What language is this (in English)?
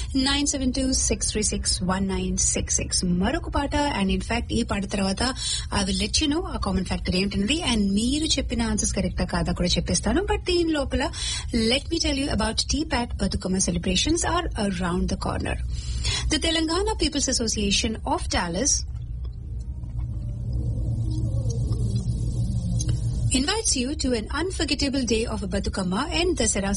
Telugu